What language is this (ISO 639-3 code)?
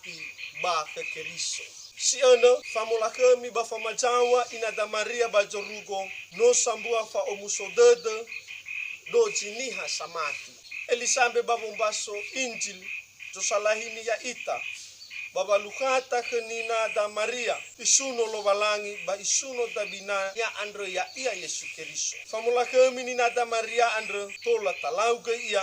nia